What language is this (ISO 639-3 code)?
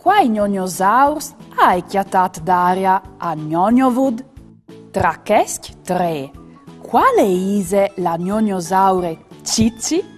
fur